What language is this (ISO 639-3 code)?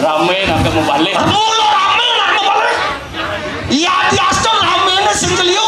ban